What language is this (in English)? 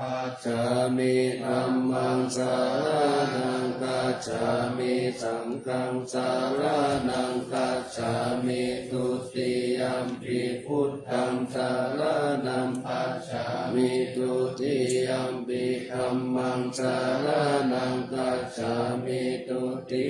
Pali